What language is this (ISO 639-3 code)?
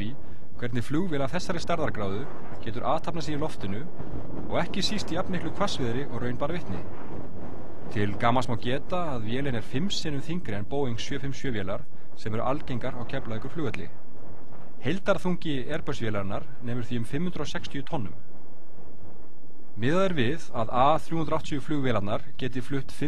isl